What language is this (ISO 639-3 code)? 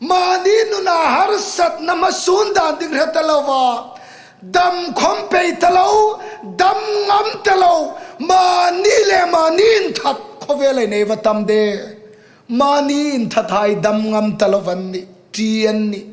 hmr